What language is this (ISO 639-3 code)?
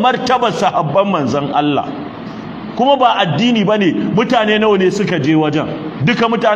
hau